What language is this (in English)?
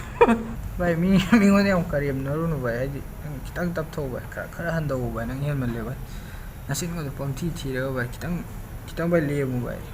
Manipuri